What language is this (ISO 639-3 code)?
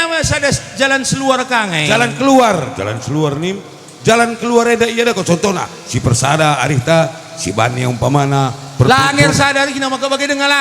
btx